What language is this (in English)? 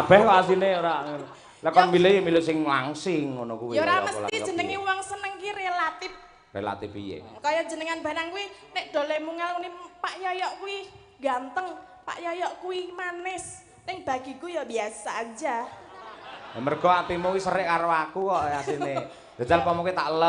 Javanese